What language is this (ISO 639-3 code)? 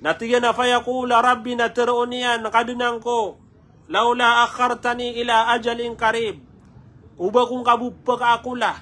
mrw